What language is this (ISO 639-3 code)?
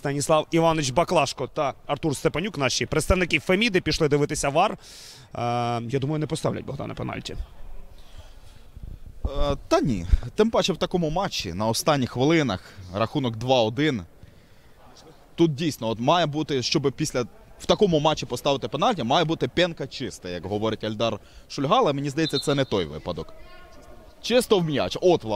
ukr